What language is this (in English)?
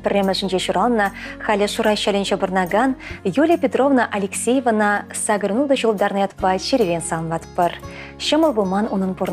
Chuvash